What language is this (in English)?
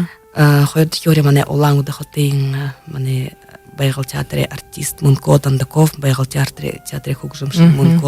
Buriat